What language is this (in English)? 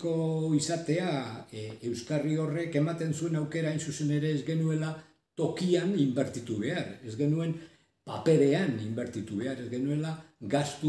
Basque